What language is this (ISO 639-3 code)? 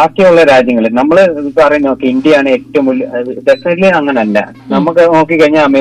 mal